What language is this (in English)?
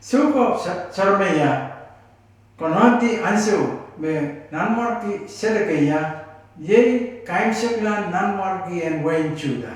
Pohnpeian